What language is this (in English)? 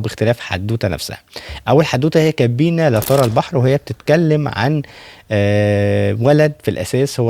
Egyptian Arabic